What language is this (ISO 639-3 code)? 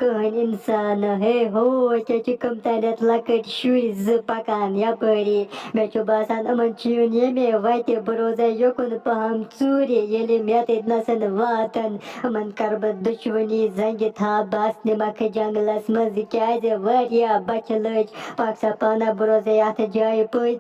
kas